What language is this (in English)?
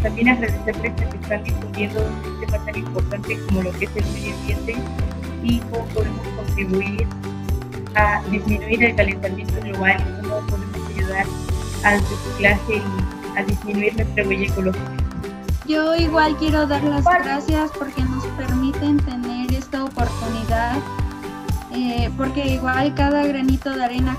Spanish